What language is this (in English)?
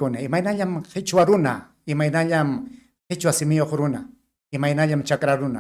Ayacucho Quechua